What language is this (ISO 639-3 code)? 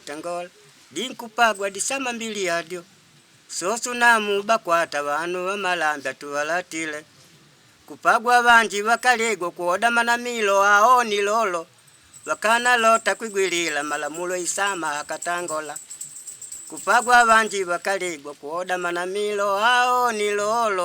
kde